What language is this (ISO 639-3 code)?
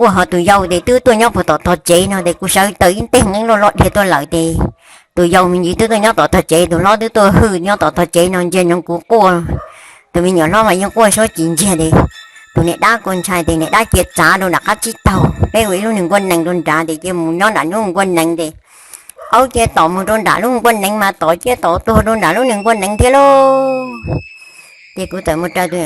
hmn